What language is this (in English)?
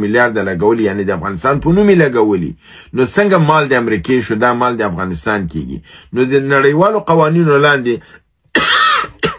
Pashto